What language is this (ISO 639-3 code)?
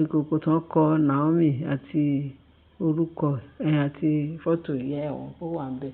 yor